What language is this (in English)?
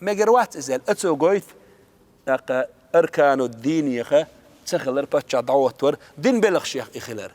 Chechen